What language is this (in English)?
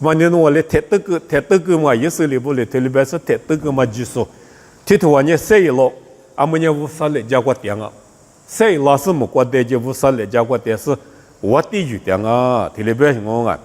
Lisu